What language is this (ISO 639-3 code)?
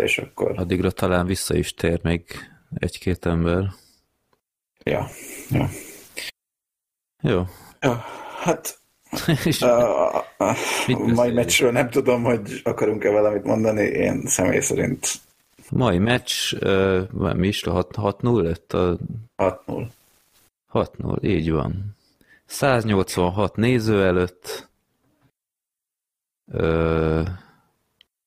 hun